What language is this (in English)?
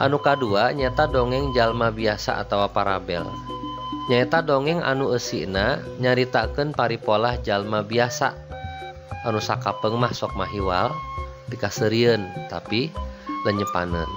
Sundanese